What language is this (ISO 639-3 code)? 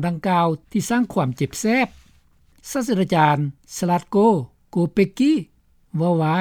lao